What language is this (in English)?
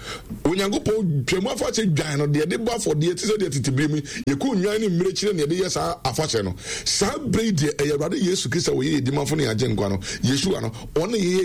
Akan